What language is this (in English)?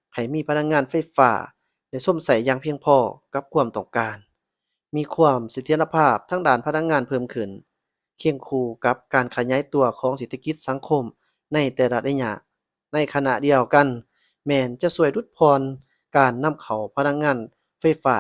Lao